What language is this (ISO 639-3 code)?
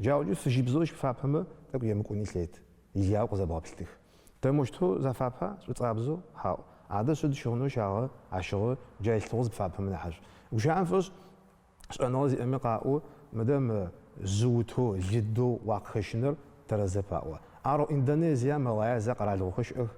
ady